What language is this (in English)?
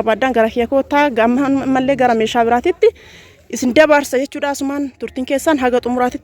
Oromo